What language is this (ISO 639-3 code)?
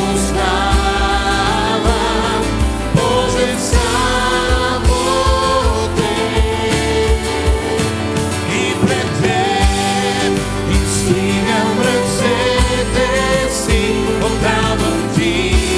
bul